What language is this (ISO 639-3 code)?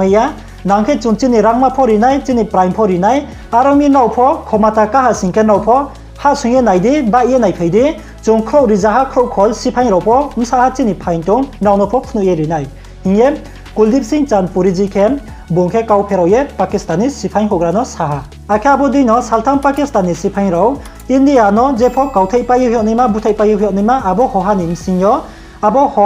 ria